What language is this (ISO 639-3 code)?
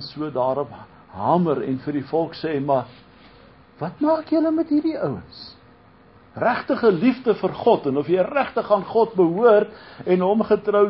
afr